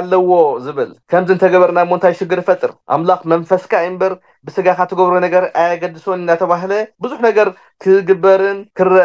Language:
Tigrinya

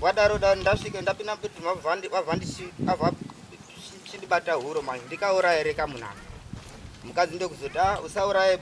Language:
Shona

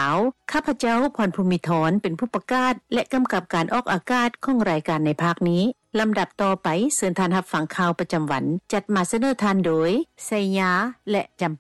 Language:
Lao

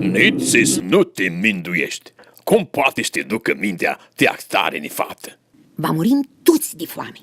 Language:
Aromanian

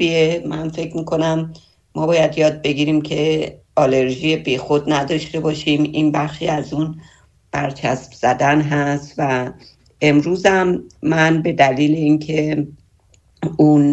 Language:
Persian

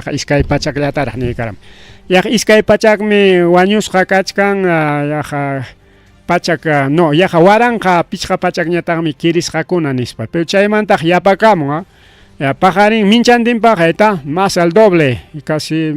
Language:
Ayacucho Quechua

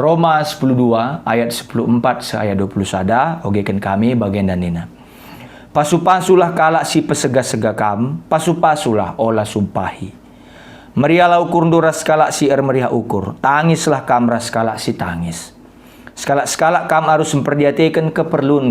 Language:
Batak Karo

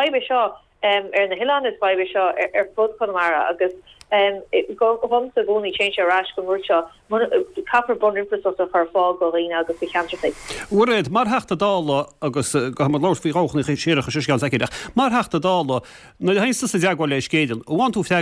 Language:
Irish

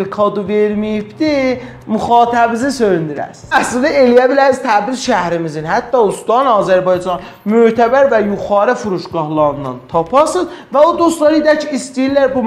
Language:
South Azerbaijani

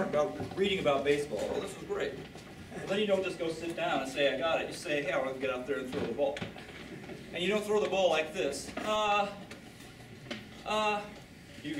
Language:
English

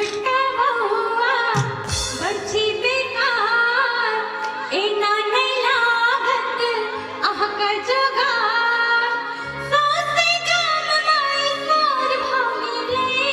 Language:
Maithili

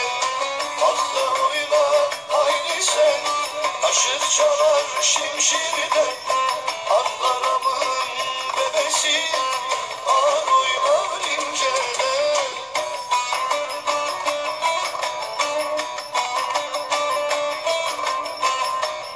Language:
Turkish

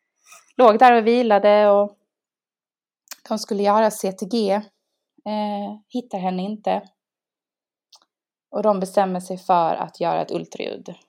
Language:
Swedish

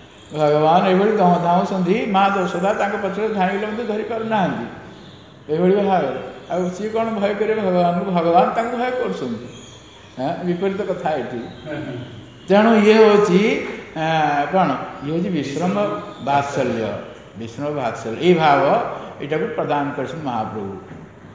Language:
Odia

